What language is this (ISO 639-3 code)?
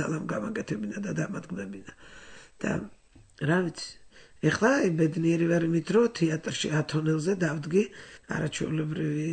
kat